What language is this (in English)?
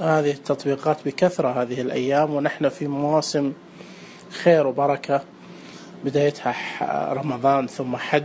Najdi Arabic